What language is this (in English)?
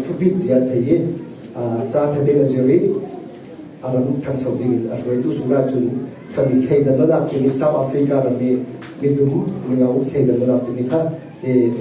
Falam Chin